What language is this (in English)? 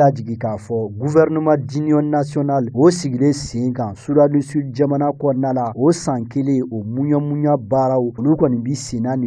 Bambara